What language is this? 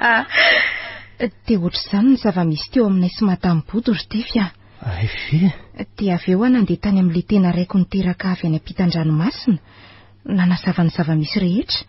Malagasy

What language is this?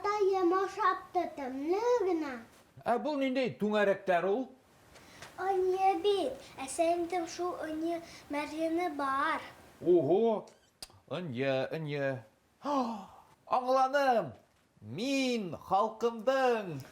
Bashkir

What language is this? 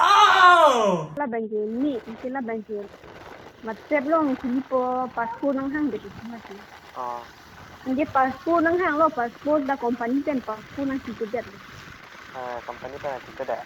Karbi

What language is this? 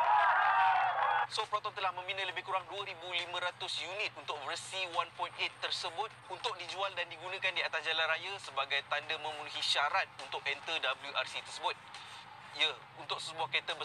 Malay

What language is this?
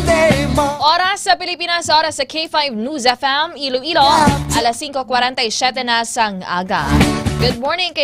Hiligaynon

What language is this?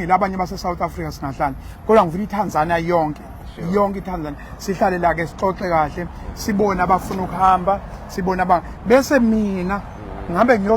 Zulu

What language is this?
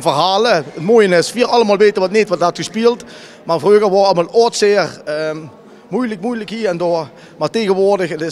Limburgish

